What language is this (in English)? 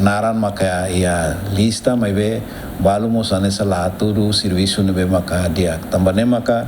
Tetum